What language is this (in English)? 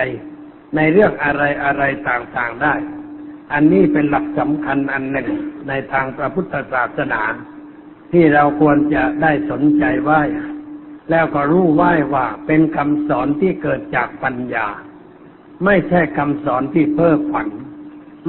Thai